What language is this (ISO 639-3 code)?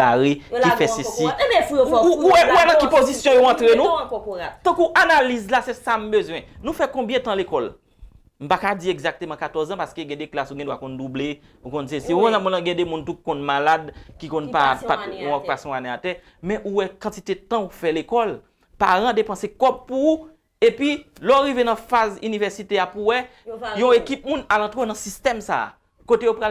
hat